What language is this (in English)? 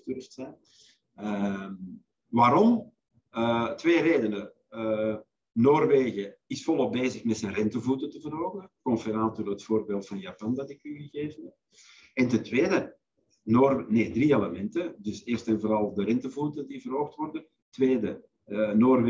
Dutch